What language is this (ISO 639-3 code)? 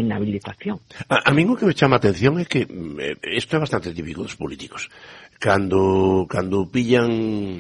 glg